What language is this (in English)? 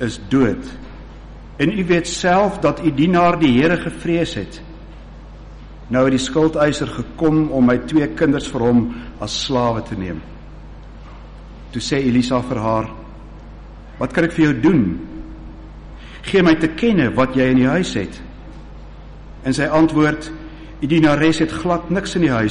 Afrikaans